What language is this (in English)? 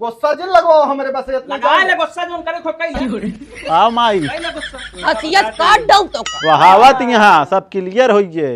Awadhi